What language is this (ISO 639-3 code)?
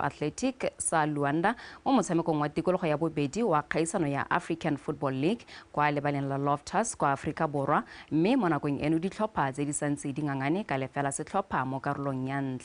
tsn